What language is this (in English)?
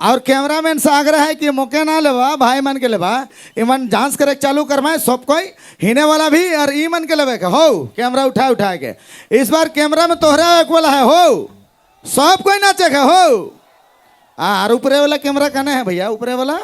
Sadri